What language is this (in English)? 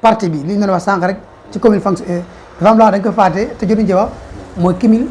Wolof